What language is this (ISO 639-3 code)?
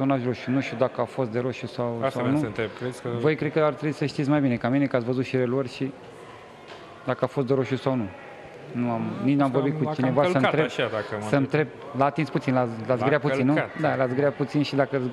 ron